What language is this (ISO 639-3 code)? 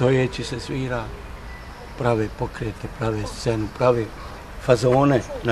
bos